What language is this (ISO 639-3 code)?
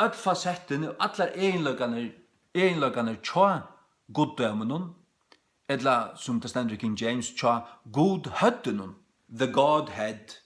fao